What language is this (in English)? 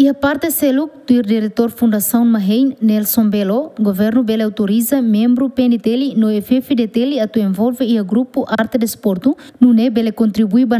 Tetum